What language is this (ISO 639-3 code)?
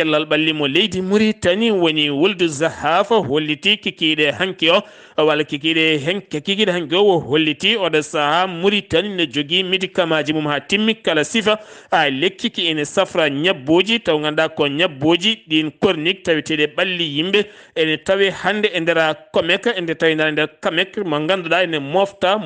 ful